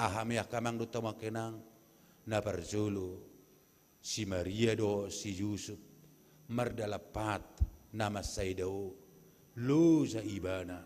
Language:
Batak Toba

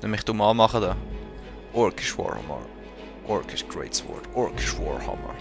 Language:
Swiss German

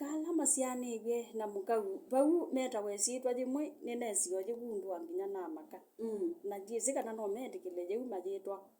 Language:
Kamba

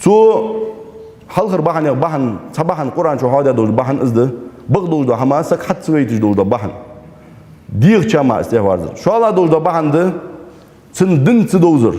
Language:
Ingush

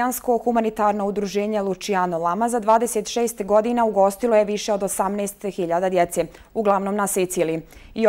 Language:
Bosnian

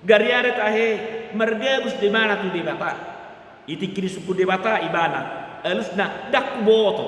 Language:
Batak Toba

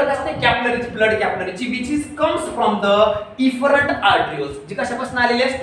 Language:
Marathi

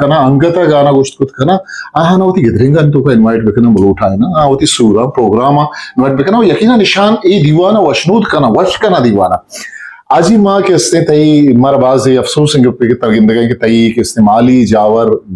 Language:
Eastern Balochi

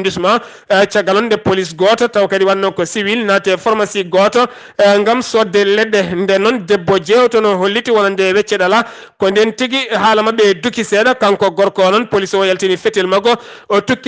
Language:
Fula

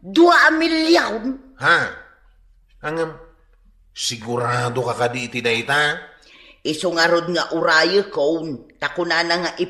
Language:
Iloko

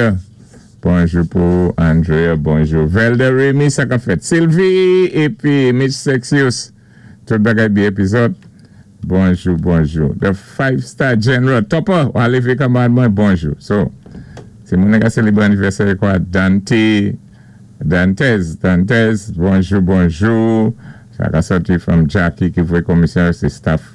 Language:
Saint Lucian Creole French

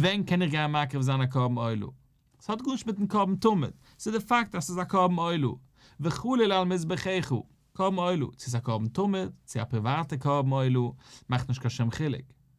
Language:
Yiddish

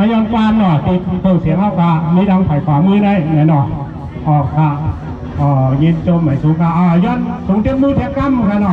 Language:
Shan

